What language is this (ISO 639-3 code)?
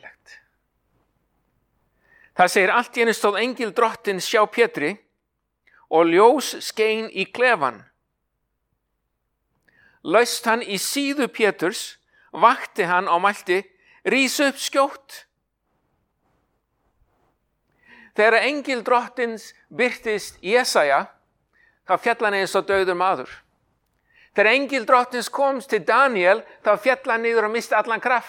isl